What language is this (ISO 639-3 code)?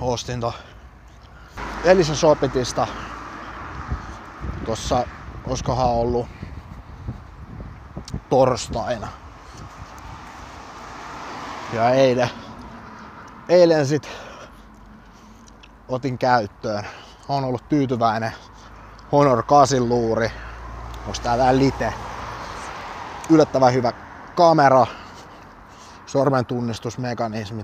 fin